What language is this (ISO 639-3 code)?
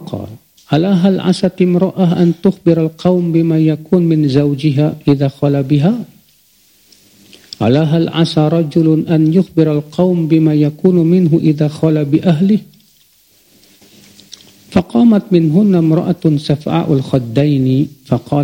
ind